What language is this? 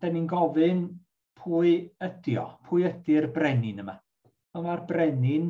Welsh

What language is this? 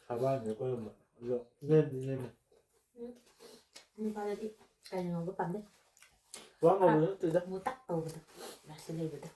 Manipuri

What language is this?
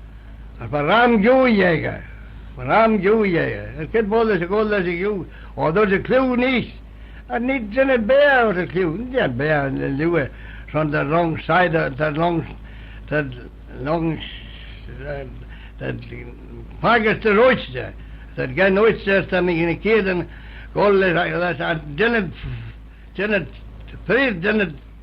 Manx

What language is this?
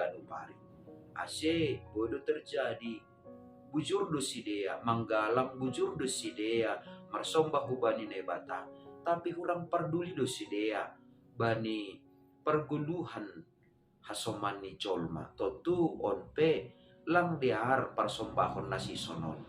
Batak Simalungun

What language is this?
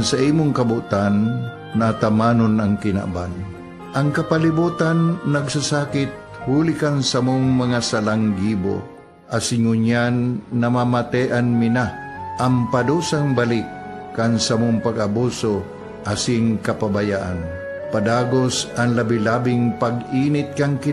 Bikol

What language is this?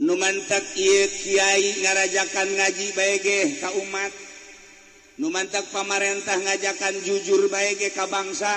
Sundanese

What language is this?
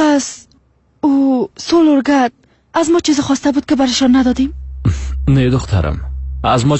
Persian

